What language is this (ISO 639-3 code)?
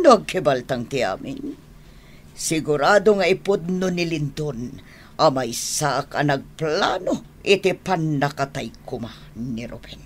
ilo